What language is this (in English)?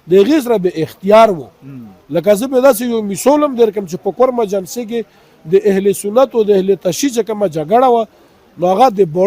Pashto